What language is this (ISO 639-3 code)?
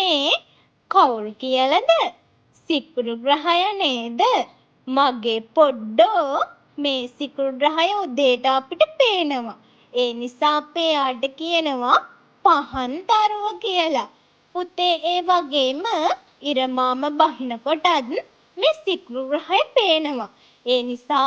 sin